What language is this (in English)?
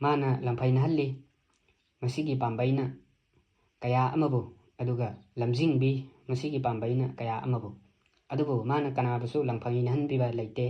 Manipuri